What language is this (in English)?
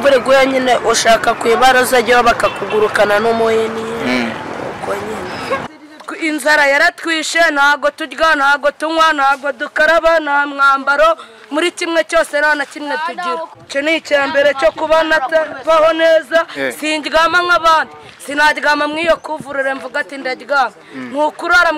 Kinyarwanda